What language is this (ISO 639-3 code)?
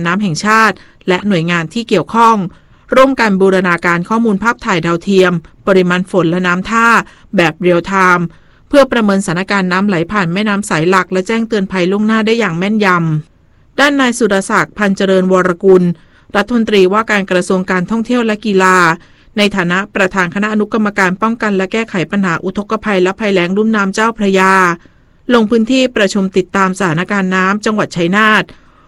tha